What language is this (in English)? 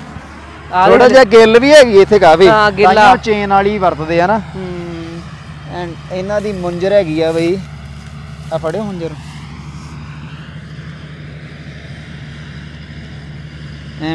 Punjabi